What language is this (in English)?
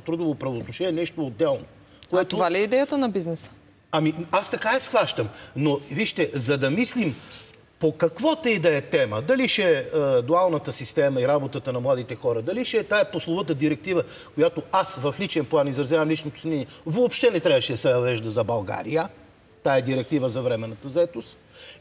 Bulgarian